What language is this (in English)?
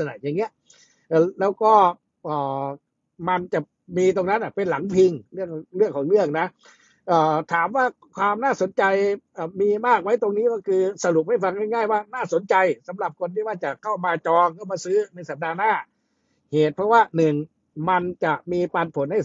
Thai